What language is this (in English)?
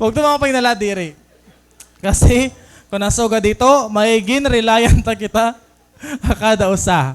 Waray